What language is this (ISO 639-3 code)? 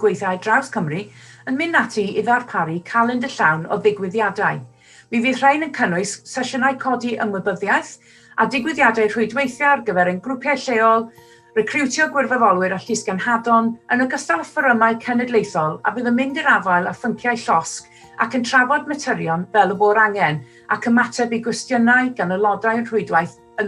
cym